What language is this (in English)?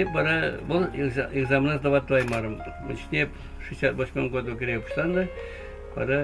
Chuvash